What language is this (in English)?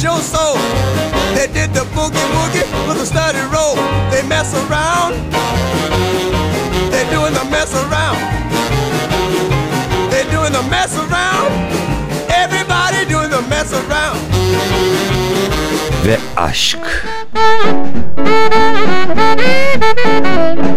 Turkish